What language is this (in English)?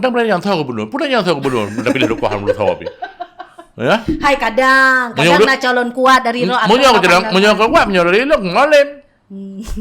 Achinese